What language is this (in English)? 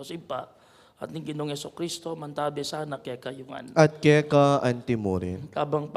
Pampanga